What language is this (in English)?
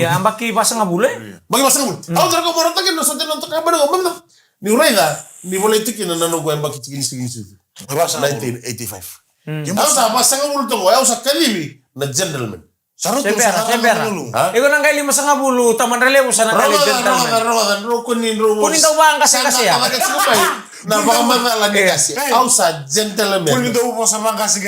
Fijian